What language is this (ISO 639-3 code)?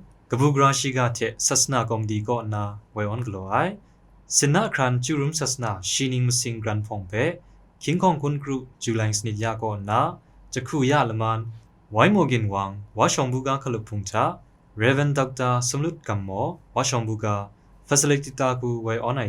kac